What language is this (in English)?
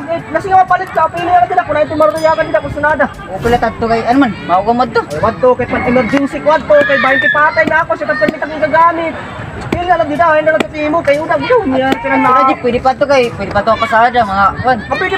Waray